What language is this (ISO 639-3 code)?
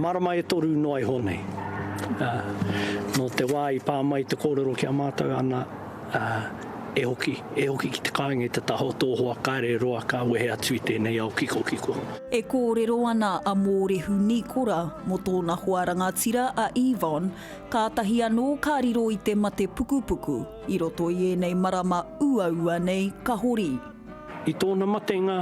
mri